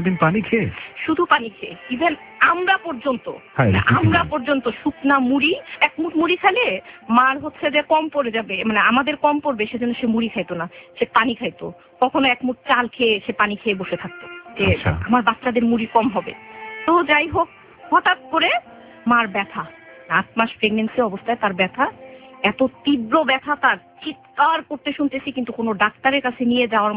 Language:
Bangla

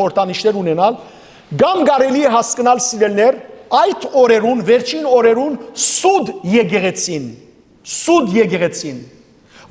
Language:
Western Armenian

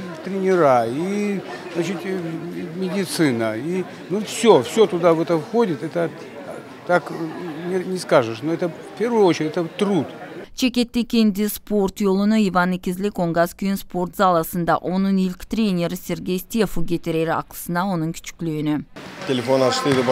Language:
Gagauz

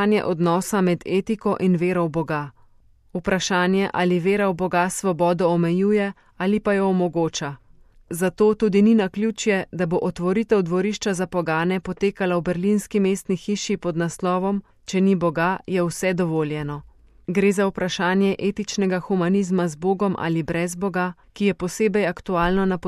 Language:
Slovenian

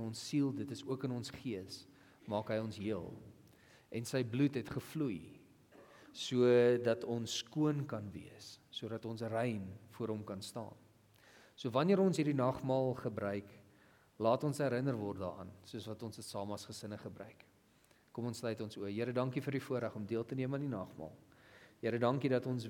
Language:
Afrikaans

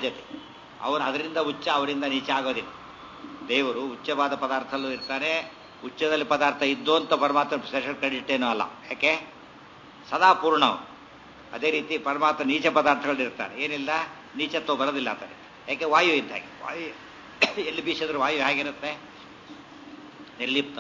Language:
Kannada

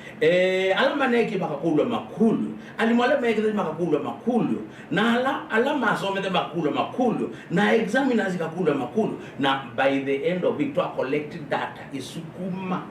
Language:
Kamba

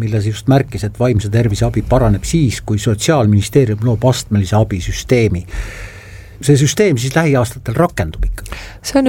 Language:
Estonian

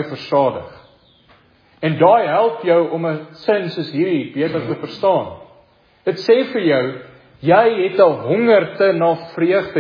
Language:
Afrikaans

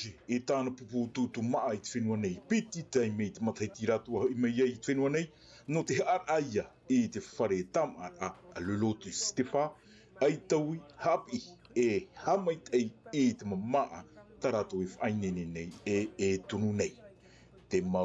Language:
Tahitian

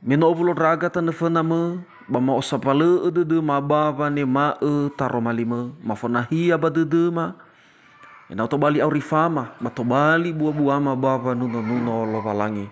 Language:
Nias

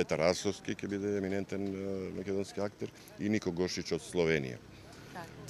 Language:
Macedonian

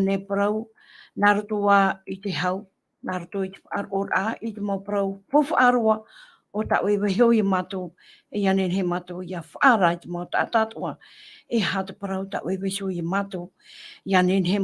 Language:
Tahitian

